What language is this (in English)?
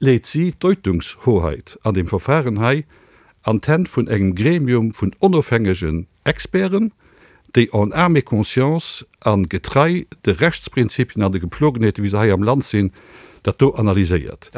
Luxembourgish